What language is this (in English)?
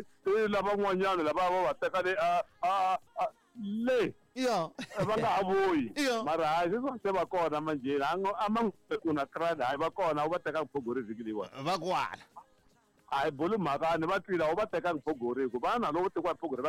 Tsonga